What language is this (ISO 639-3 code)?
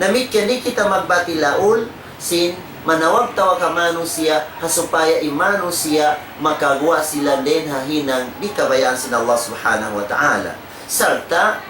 tsg